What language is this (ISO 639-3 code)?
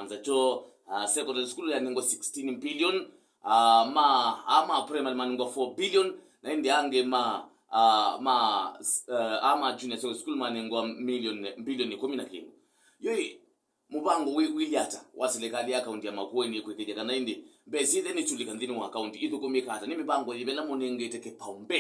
kam